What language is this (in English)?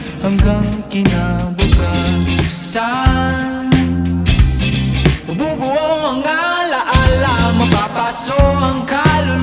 Filipino